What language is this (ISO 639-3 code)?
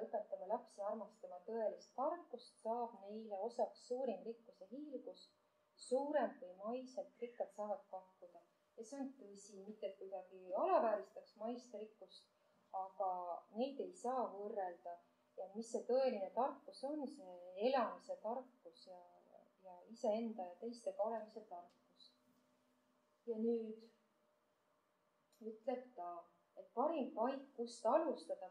est